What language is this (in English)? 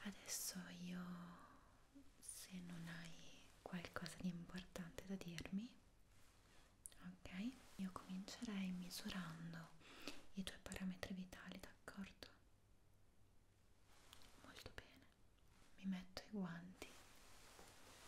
Italian